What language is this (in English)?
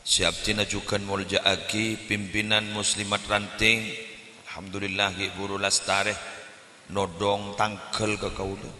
Madurese